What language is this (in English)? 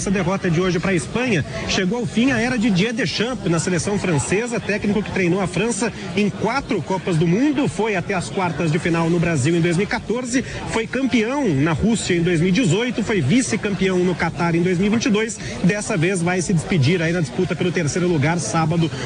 Portuguese